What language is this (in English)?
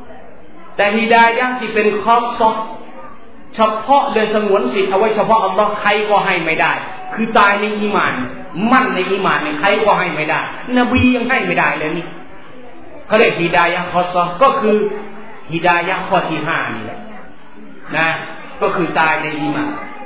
Thai